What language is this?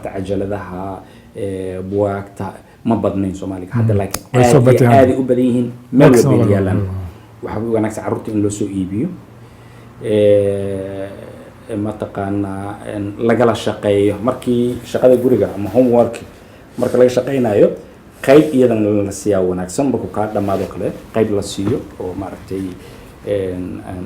Somali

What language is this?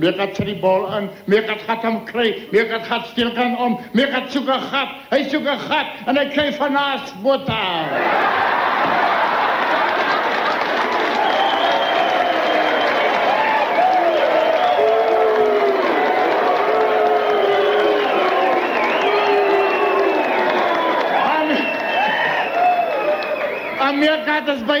Afrikaans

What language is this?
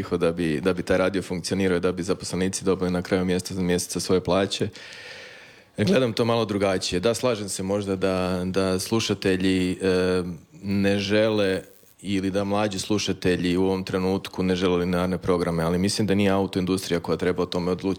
Croatian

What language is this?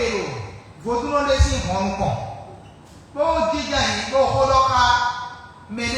Fon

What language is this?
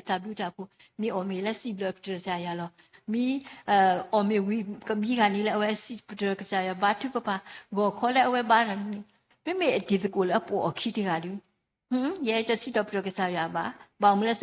S'gaw Karen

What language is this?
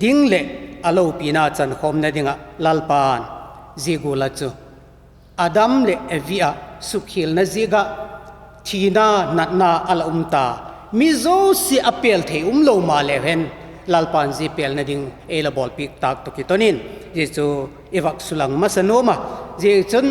Vaiphei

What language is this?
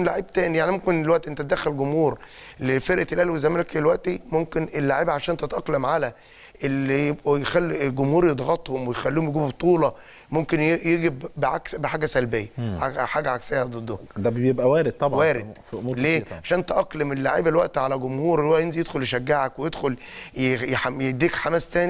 Egyptian Arabic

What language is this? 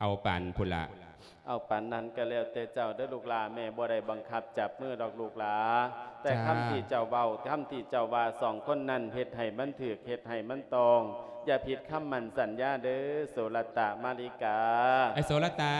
Lao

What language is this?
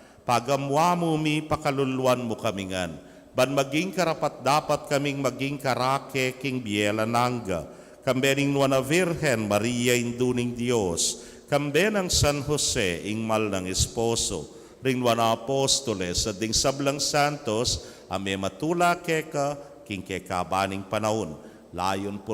Pampanga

